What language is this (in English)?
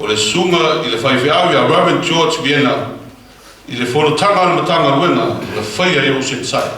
Samoan